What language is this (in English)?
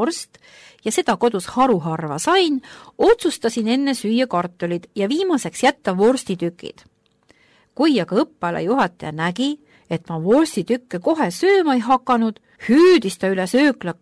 Estonian